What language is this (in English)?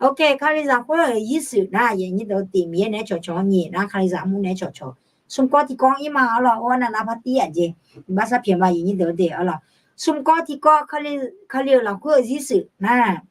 Akha